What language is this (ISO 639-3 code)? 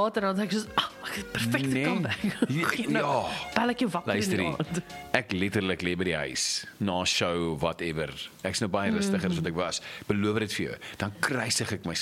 afr